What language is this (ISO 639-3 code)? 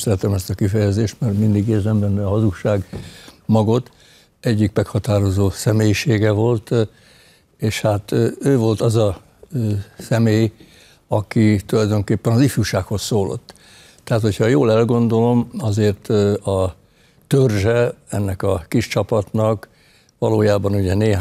hun